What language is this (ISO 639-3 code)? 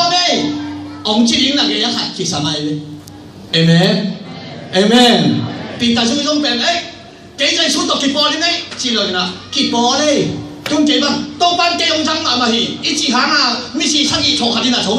ctd